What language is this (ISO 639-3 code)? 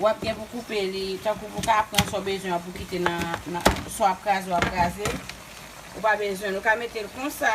hat